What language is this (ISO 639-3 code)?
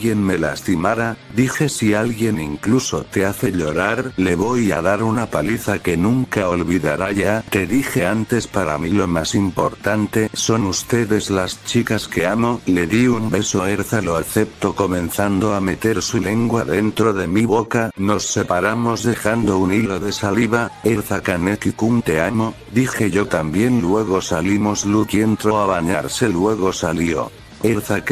spa